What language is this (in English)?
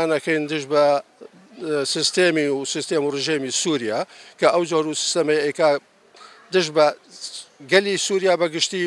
Kurdish